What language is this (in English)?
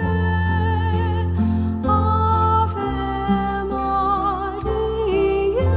Pampanga